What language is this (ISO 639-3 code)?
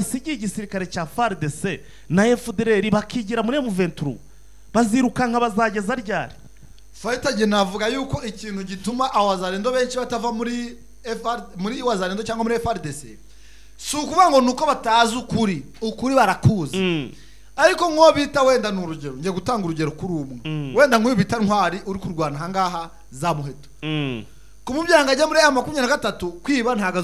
kin